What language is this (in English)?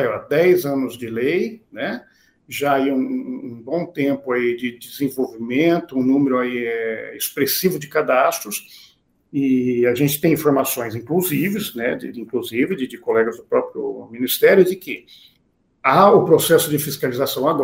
Portuguese